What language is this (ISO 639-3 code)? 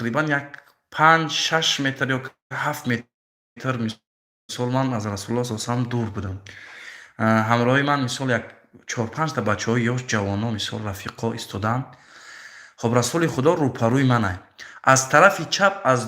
tgk